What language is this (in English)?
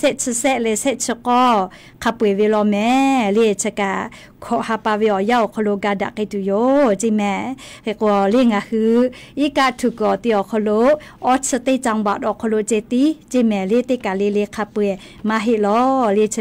Lahu